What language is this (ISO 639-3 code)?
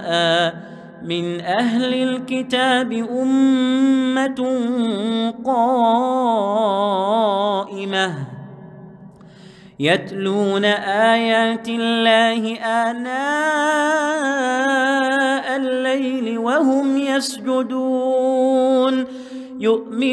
ara